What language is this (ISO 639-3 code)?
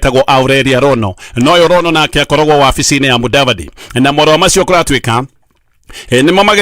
kik